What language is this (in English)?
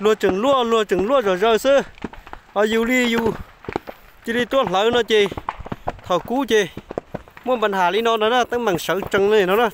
Hmong